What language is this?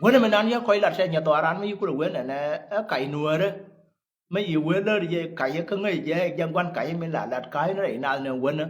Nuer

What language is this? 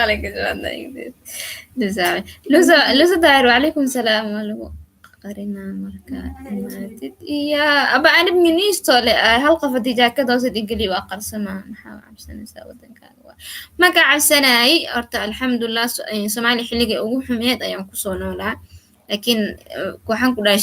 Somali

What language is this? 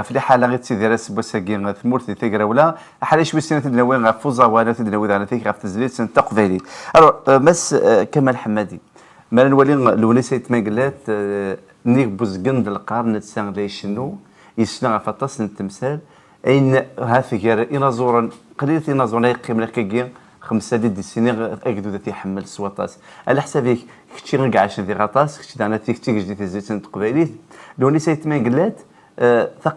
Kabyle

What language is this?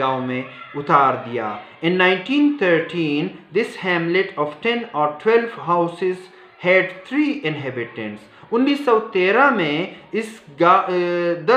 Urdu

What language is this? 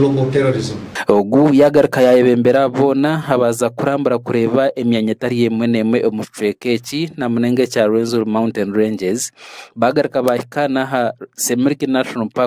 Nyankole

